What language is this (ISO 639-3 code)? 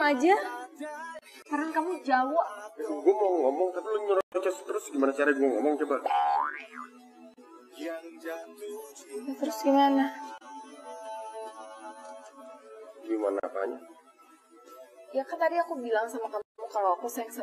ind